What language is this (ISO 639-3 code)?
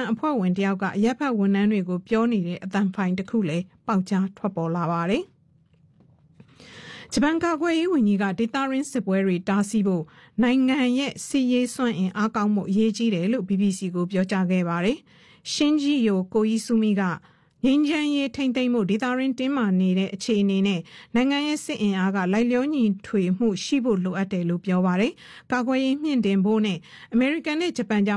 mya